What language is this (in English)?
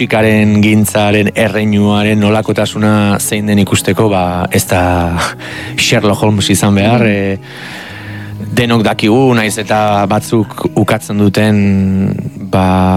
Basque